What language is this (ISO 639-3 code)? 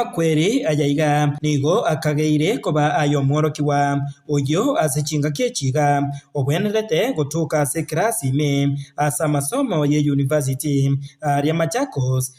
guz